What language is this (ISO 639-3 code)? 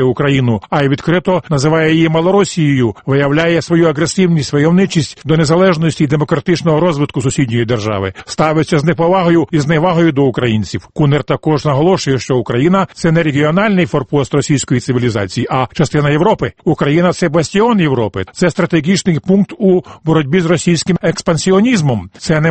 ukr